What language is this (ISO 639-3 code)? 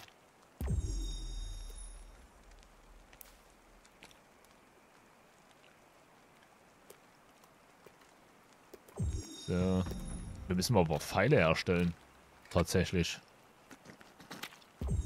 deu